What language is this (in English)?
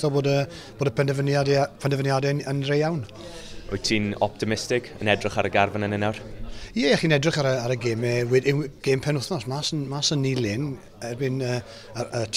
Welsh